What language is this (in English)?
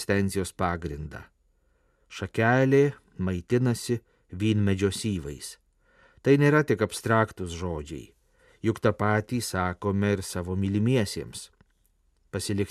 Lithuanian